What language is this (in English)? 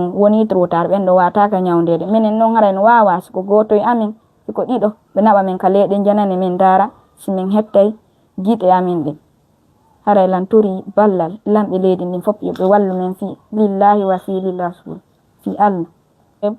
Pular